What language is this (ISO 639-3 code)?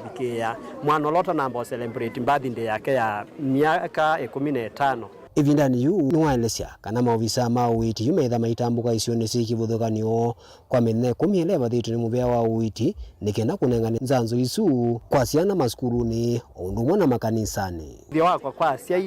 kam